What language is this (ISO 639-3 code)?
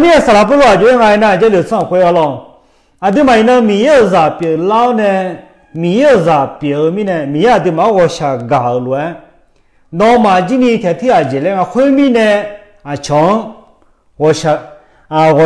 ahk